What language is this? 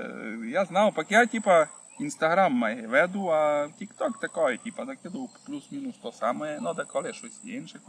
Rusyn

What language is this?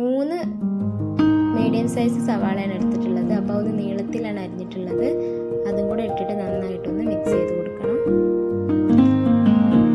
Malayalam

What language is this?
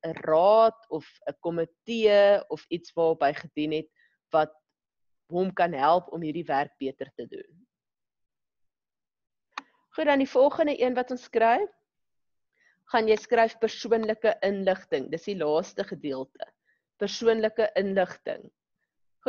Afrikaans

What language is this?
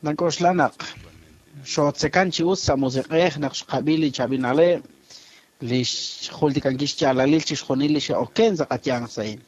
Kekchí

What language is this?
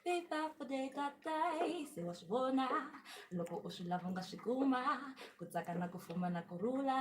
Tsonga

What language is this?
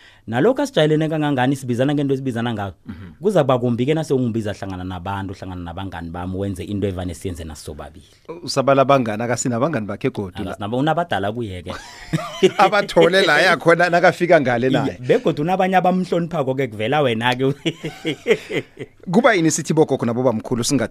South Ndebele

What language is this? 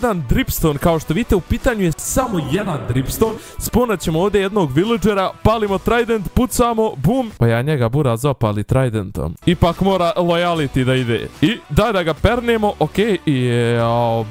Croatian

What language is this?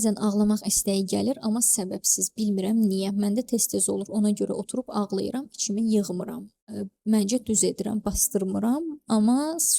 Azerbaijani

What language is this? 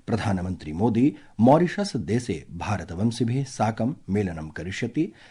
Sanskrit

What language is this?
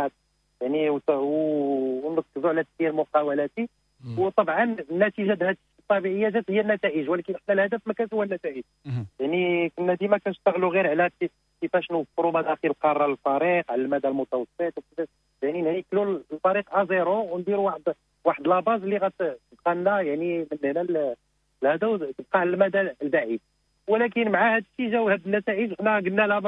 Moroccan Arabic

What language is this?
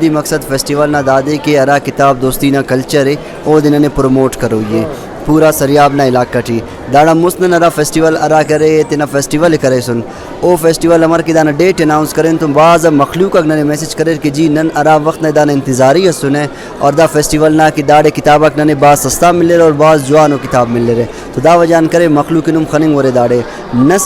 Brahui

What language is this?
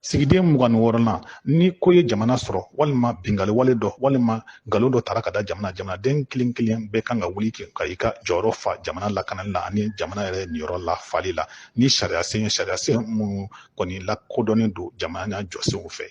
Bambara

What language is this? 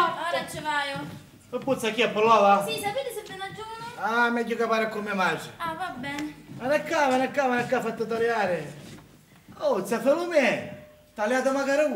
Sicilian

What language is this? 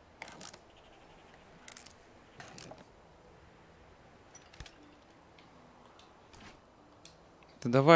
Russian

